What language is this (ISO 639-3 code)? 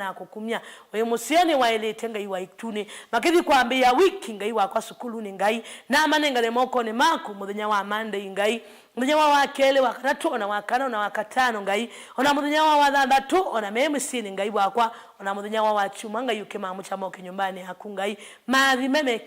kam